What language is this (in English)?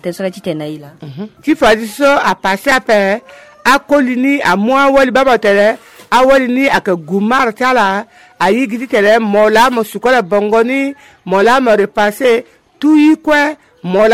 Sango